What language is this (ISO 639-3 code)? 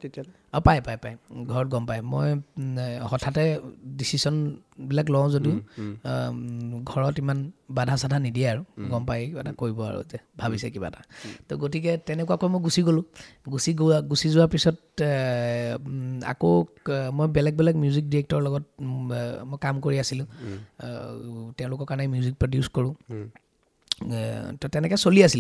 asm